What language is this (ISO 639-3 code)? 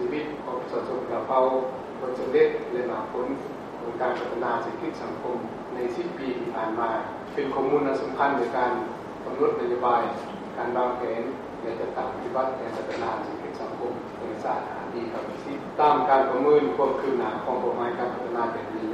lao